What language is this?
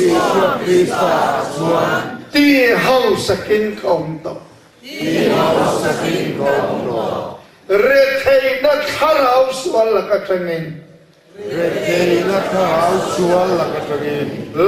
Mizo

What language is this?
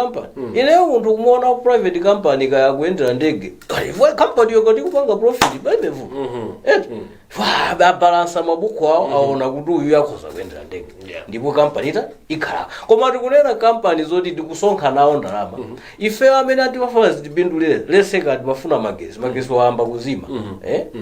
Nyanja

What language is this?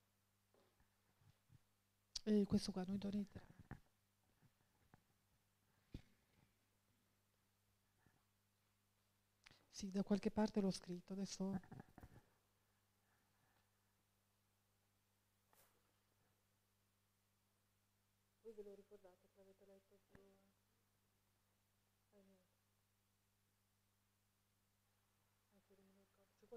Italian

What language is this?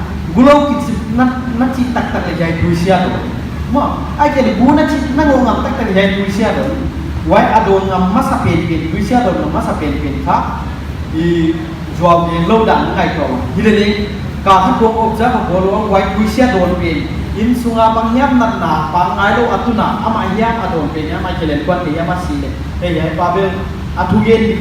Paite Chin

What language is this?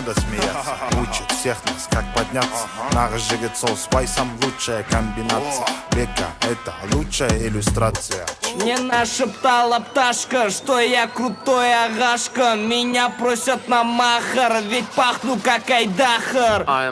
Kara-Kalpak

